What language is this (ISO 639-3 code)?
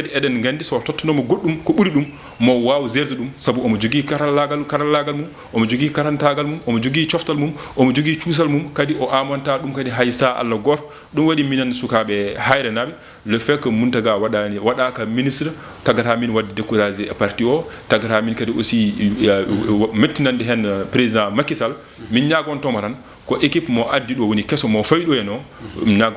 ful